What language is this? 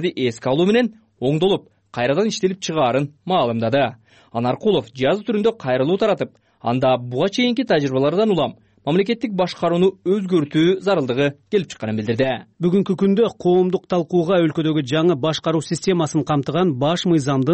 Kyrgyz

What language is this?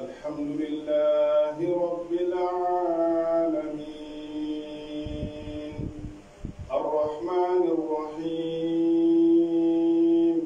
Pular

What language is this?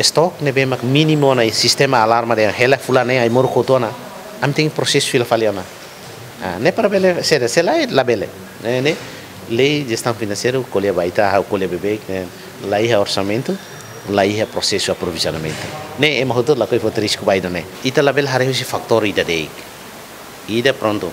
Tetum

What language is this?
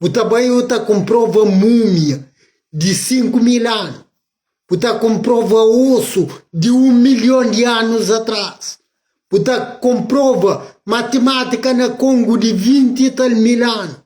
Kabuverdianu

